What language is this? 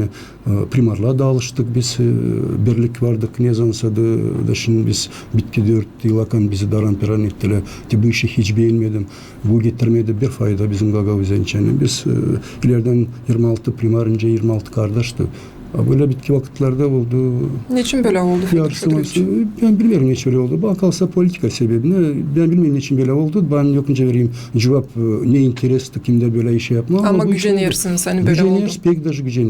Gagauz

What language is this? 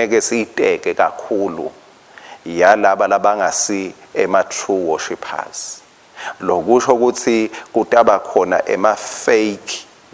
Swati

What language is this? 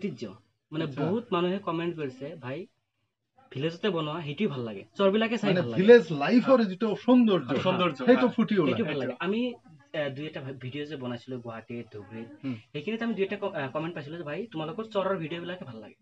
Assamese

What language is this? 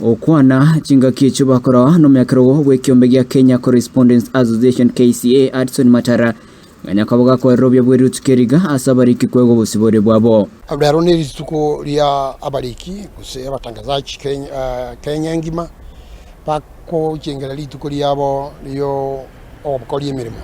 Gusii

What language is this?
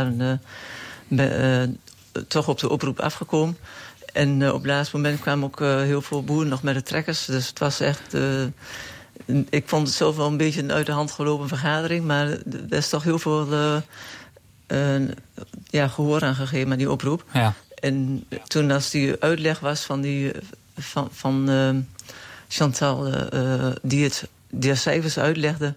Dutch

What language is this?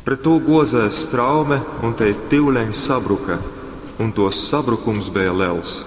Latgalian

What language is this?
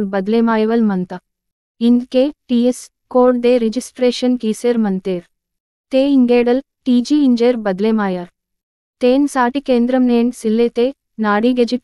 Gondi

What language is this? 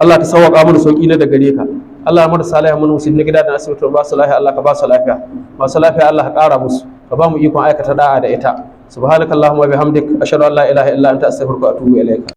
Hausa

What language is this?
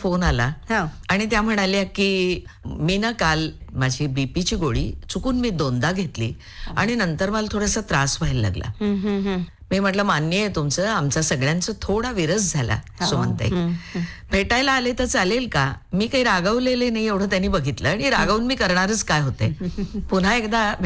Marathi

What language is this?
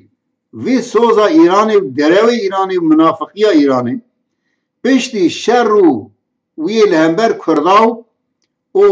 Kurdish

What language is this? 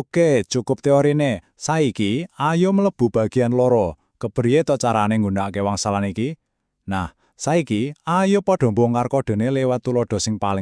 Javanese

